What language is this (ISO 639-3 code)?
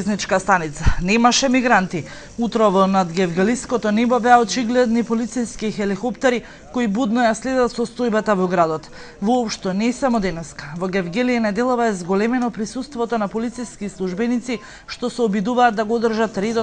mkd